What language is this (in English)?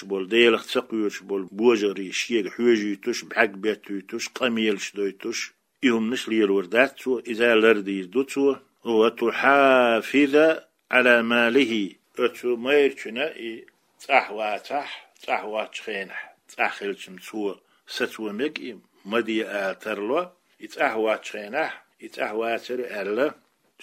Chechen